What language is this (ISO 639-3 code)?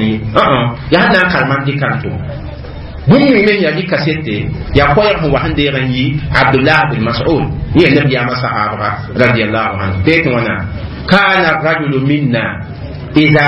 mos